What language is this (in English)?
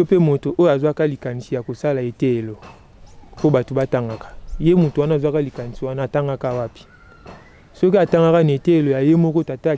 Lingala